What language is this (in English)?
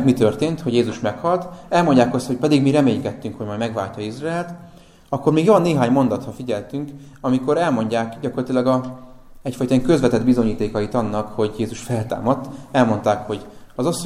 Hungarian